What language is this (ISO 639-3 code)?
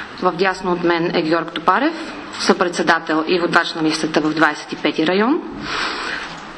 bul